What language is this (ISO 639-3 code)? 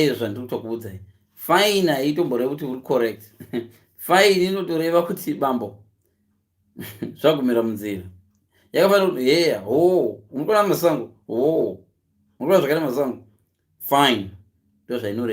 sna